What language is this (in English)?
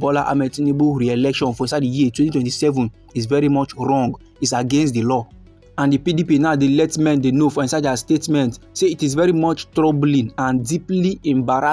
Nigerian Pidgin